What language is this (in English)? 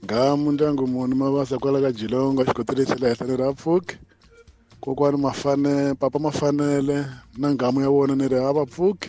Tsonga